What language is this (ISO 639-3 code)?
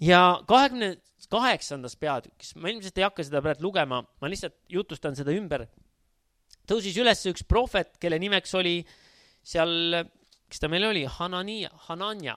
est